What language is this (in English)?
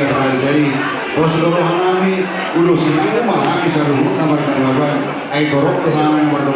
Batak Toba